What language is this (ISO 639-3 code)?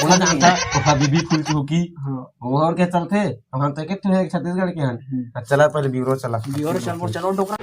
hne